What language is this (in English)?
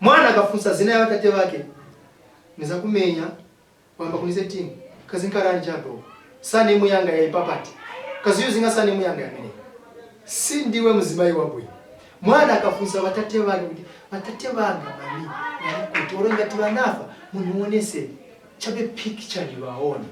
Nyanja